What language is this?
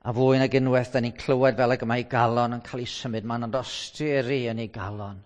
Welsh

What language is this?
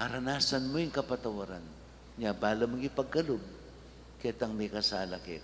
Pampanga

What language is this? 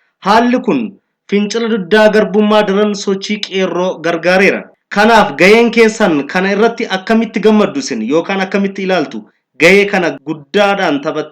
Oromo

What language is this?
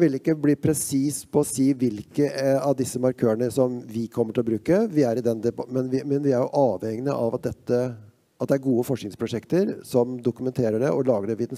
Norwegian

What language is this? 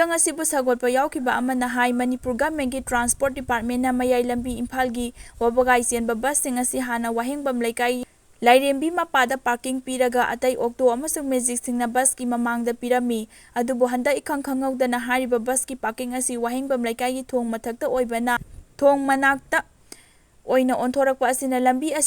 Manipuri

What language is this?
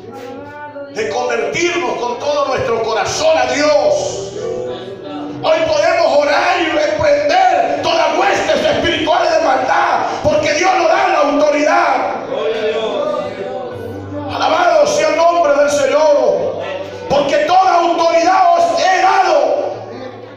Spanish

